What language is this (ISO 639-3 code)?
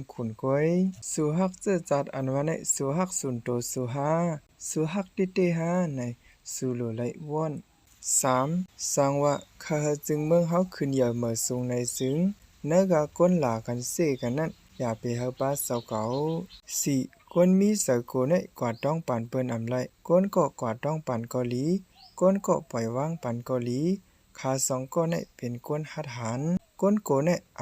shn